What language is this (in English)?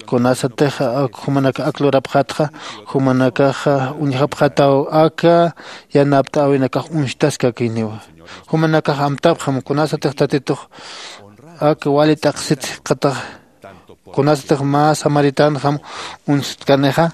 Aymara